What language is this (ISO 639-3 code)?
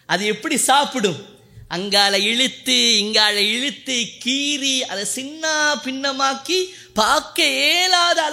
tam